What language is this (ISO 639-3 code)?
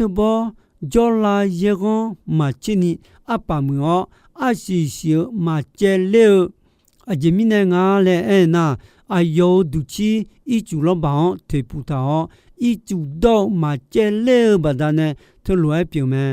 ahk